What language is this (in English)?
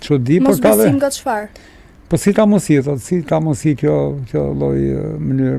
Albanian